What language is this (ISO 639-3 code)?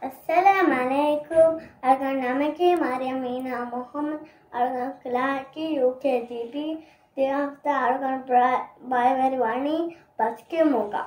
div